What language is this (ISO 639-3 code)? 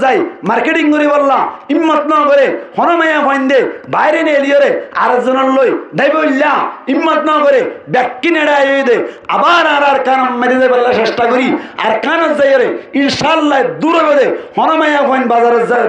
rhg